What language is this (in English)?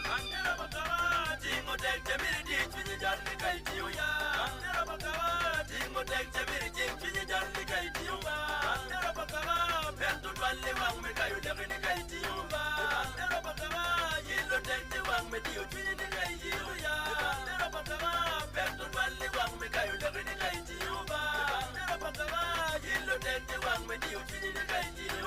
Acoli